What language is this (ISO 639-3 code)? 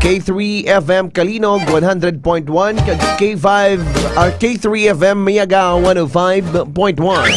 hil